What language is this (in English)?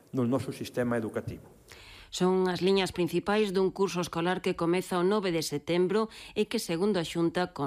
Galician